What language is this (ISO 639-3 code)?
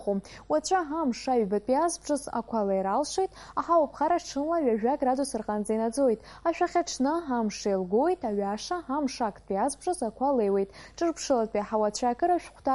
abk